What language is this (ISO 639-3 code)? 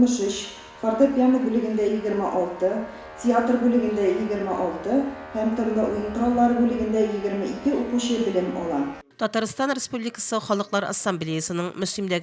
tat